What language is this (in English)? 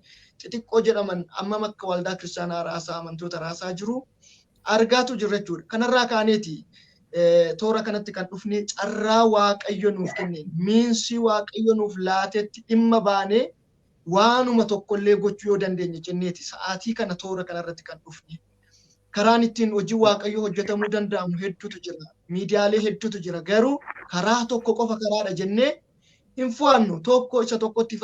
Oromo